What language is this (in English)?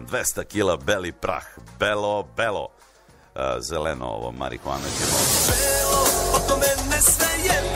Serbian